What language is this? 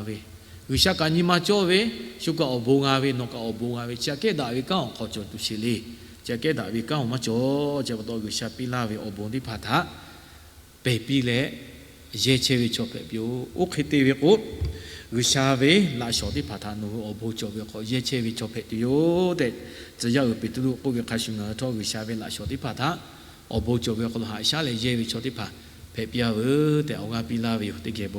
Lahu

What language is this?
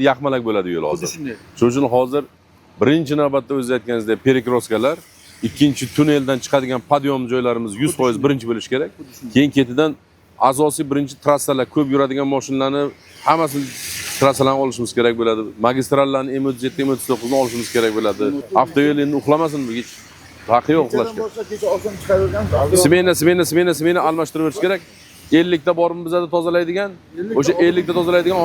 Uzbek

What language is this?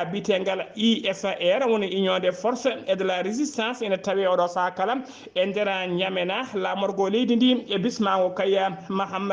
Fula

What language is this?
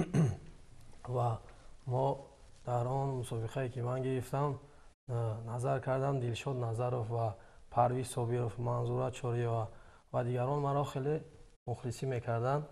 Tajik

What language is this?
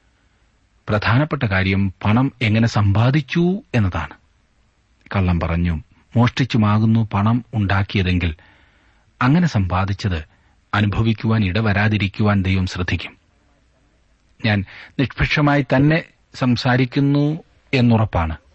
Malayalam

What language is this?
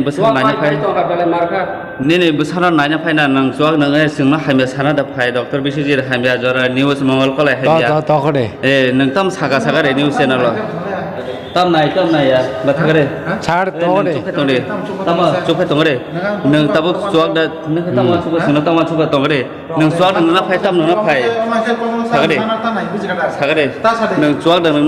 Kok Borok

